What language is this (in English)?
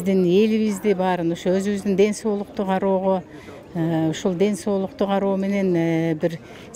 Kyrgyz